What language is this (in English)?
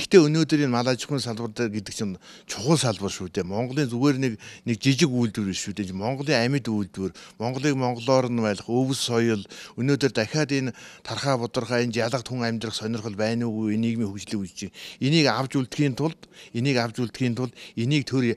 Mongolian